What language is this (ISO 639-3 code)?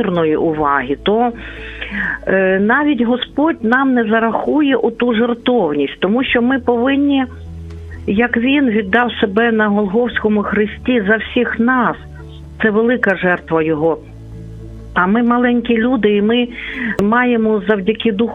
ukr